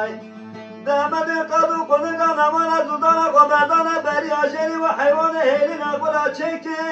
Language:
Kurdish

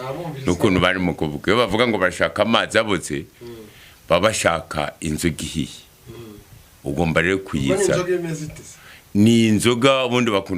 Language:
Kinyarwanda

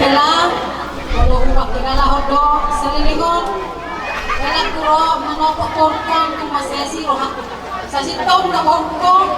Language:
Batak Toba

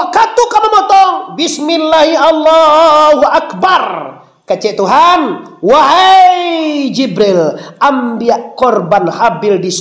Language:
Minangkabau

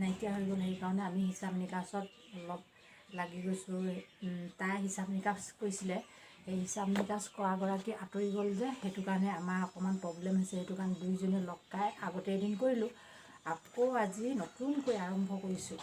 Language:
Assamese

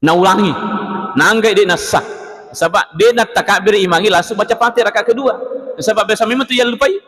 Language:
Buginese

